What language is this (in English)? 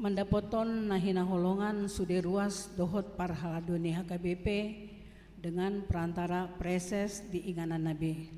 Batak Toba